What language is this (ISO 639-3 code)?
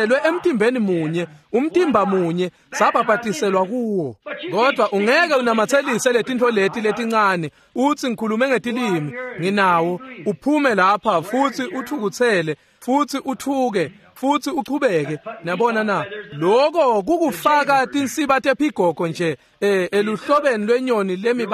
ssw